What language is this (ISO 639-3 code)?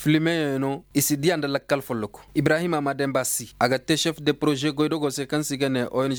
ses